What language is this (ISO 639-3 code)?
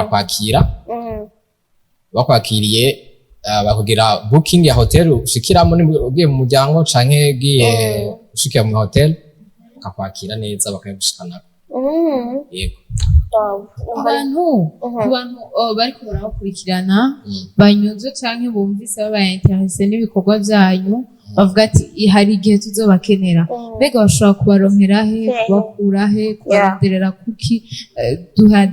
run